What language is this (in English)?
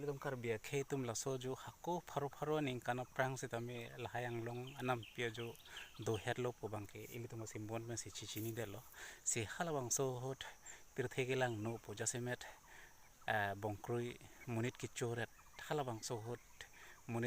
Karbi